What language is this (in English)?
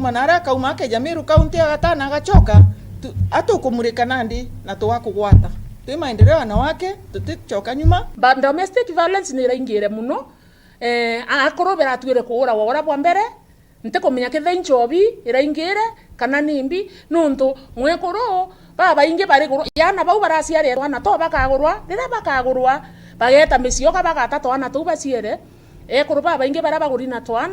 Meru